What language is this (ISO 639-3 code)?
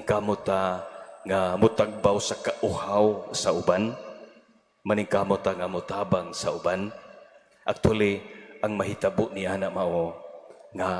ceb